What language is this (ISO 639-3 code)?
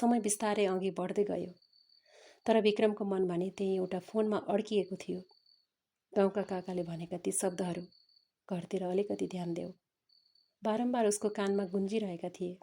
nep